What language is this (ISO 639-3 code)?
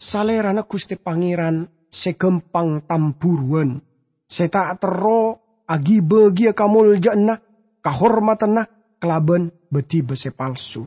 mad